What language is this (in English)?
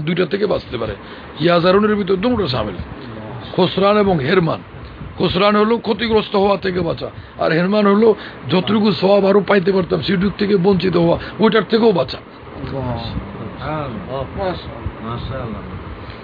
Bangla